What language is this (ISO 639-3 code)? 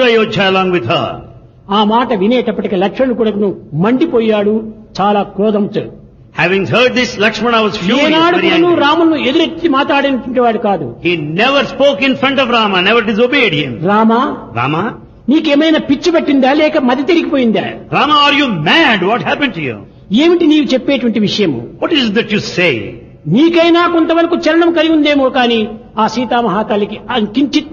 tel